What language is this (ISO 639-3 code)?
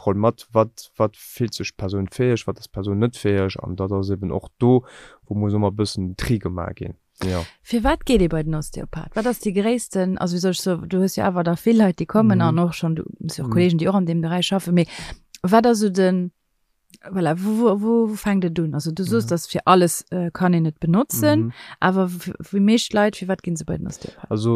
ltz